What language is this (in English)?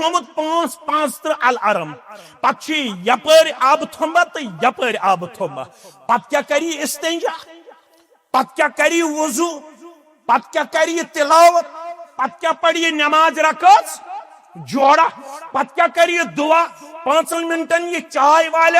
Kashmiri